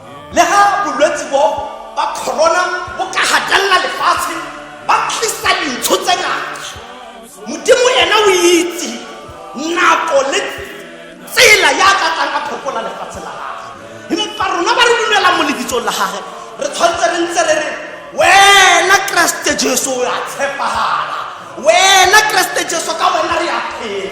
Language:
Tswana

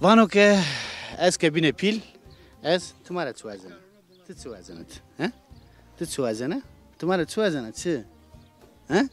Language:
Zaza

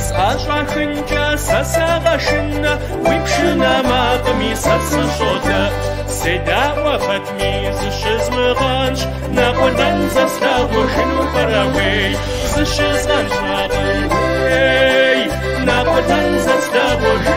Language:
Kabardian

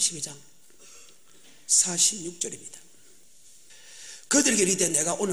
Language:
Korean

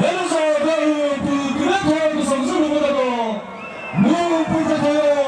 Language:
Chokri Naga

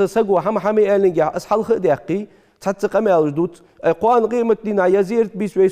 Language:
Ingush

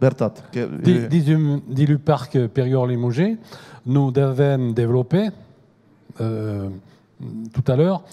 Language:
Occitan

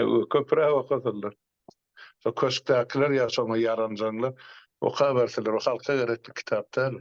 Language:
Turkmen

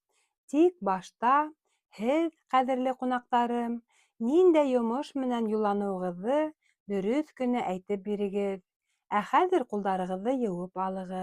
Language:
Bashkir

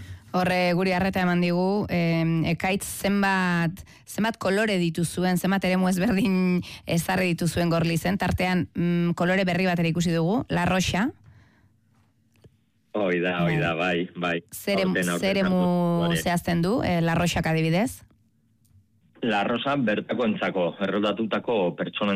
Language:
Basque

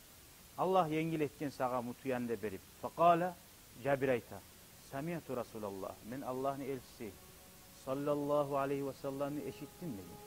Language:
Kumyk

